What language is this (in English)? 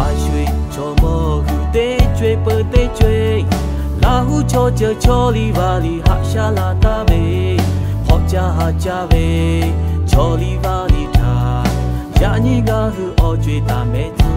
Lahu